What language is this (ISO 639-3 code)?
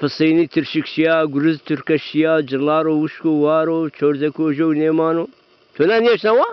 zza